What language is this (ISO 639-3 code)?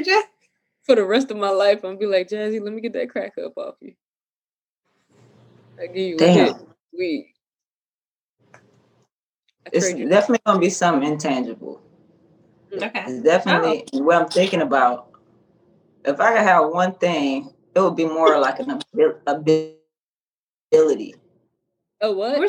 eng